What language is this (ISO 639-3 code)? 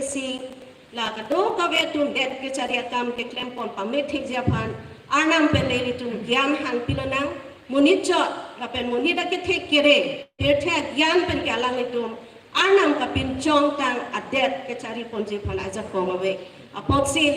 mjw